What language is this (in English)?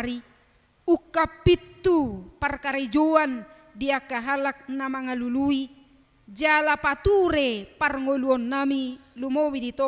Batak Toba